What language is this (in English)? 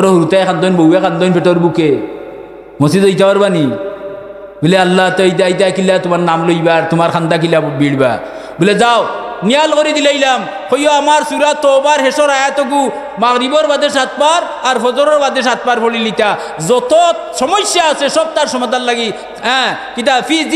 Sylheti